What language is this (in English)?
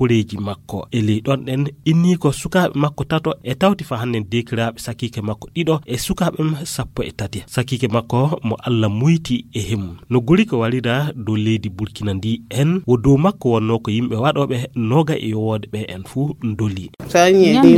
Fula